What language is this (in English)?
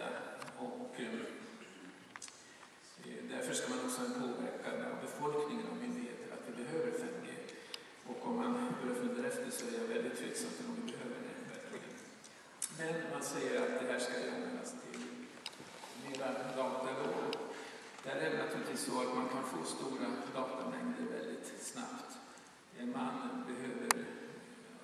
Swedish